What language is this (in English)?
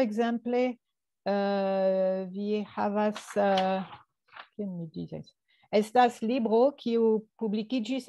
Esperanto